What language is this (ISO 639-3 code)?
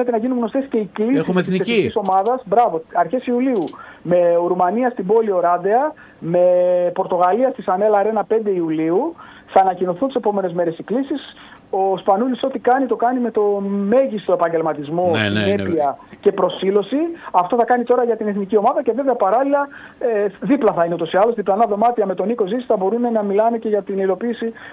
ell